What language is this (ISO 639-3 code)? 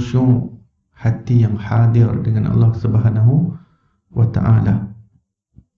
msa